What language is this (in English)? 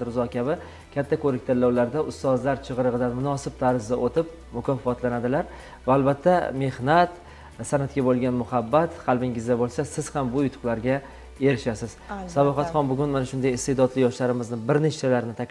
Uzbek